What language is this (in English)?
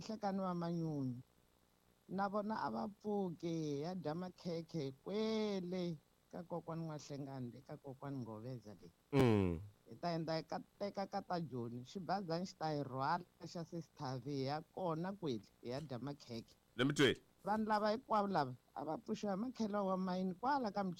Tsonga